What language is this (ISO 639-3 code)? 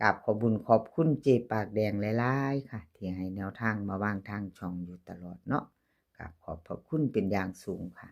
tts